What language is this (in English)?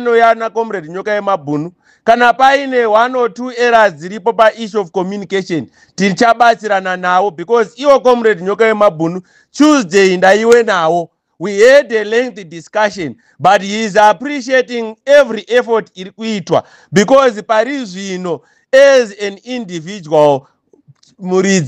Shona